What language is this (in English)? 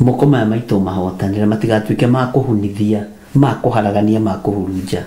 Kikuyu